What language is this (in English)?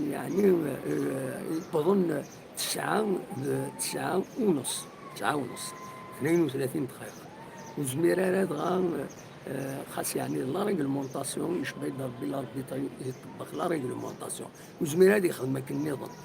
Kabyle